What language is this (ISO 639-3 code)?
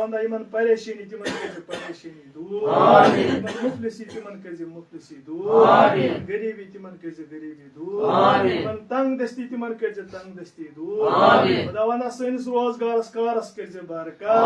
kas